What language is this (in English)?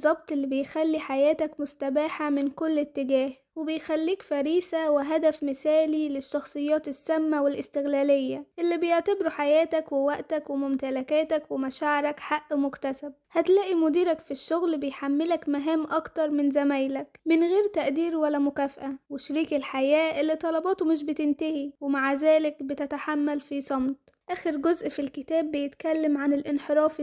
Egyptian Arabic